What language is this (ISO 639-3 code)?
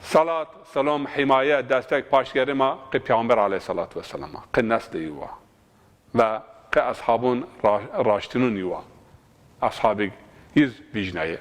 zza